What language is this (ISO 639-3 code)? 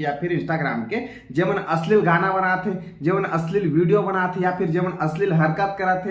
hne